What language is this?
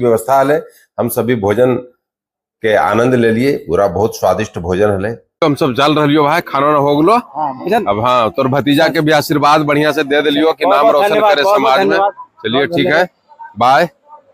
Magahi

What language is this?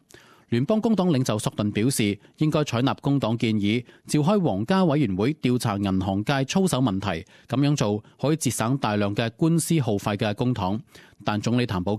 Cantonese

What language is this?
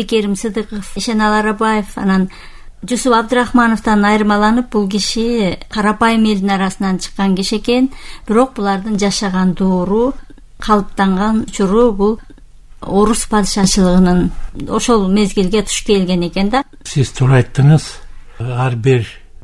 Kyrgyz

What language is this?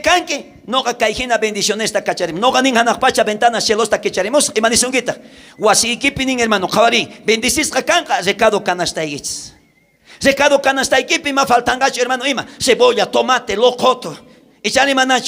South Bolivian Quechua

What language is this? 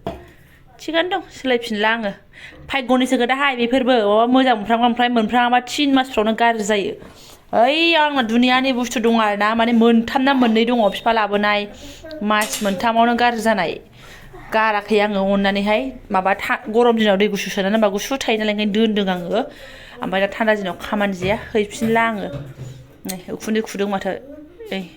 Bodo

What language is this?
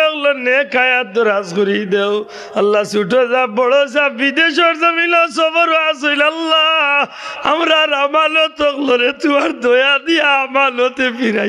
Sylheti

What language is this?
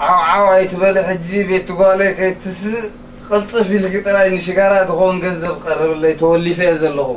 Tigrinya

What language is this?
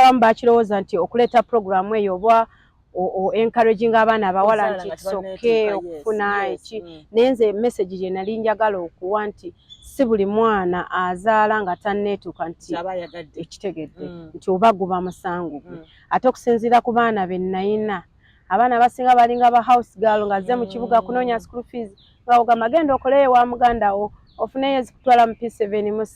Ganda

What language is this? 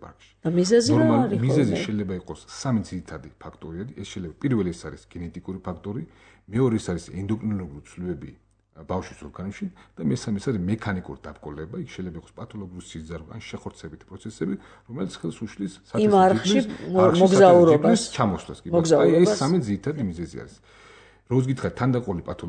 Georgian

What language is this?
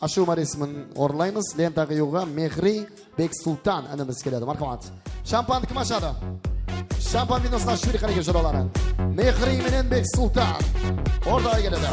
Kara-Kalpak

